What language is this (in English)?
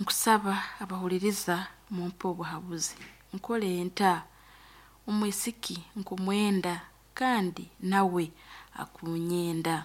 Nyoro